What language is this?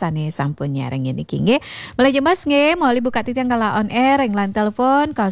Balinese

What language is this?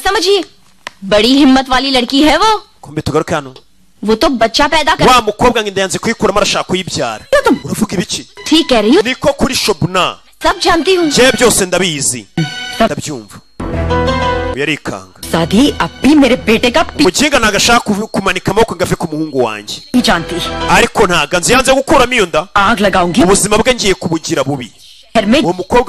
Kinyarwanda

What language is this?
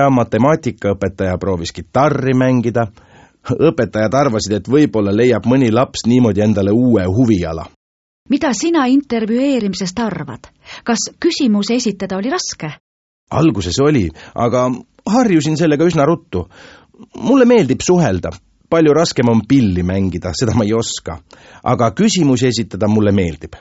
Estonian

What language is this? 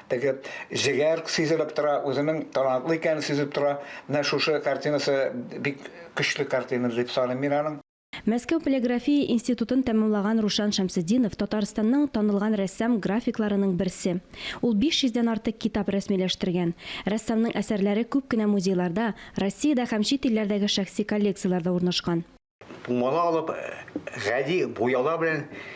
Tatar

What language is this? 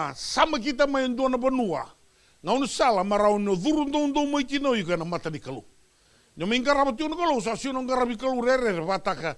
Fijian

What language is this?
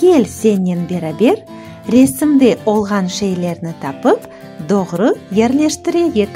Crimean Tatar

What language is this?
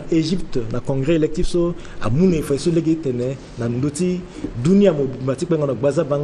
Sango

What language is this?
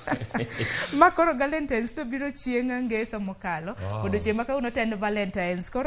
Luo (Kenya and Tanzania)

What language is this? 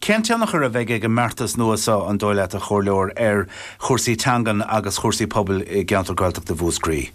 Irish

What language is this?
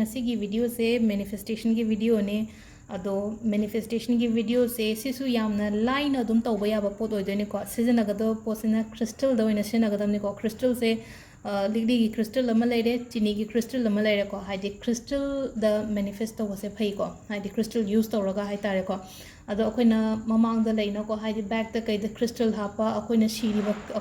Manipuri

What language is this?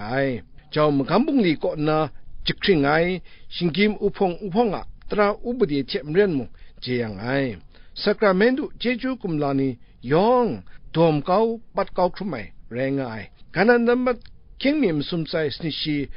Kachin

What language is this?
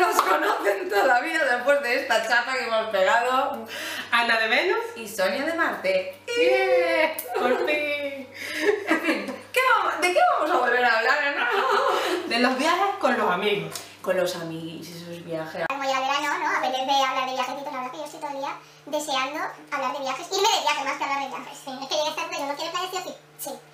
Spanish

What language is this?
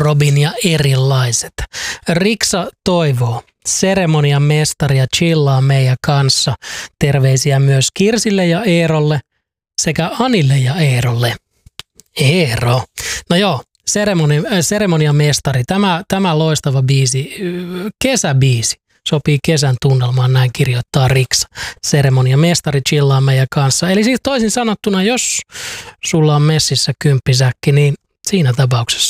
Finnish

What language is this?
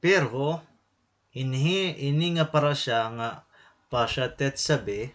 Waray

